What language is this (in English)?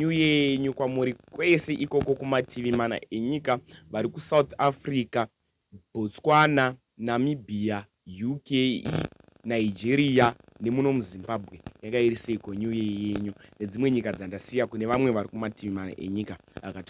Shona